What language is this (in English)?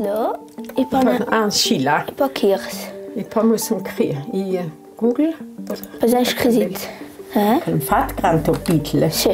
Ladin